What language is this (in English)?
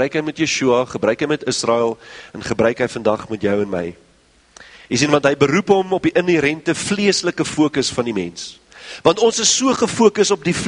Afrikaans